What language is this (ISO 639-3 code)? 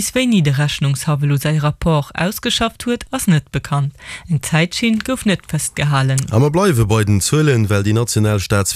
ltz